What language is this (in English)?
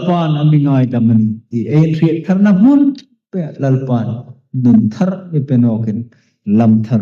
Hmar